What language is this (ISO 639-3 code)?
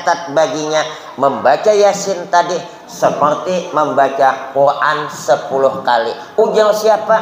bjn